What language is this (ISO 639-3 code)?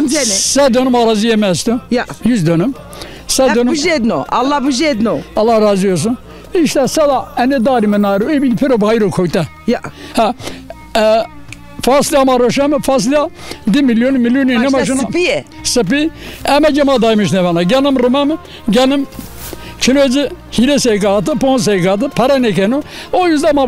zza